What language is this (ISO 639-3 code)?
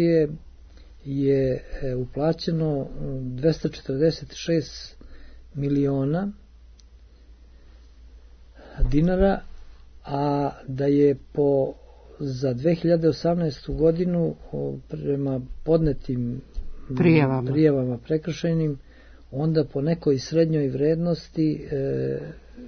srp